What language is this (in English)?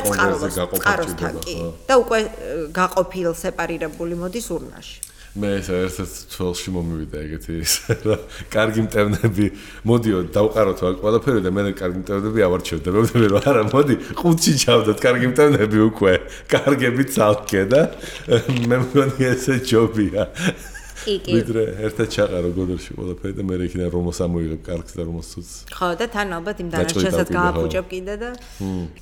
Georgian